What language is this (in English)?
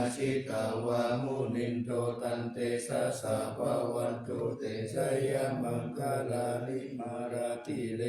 Pali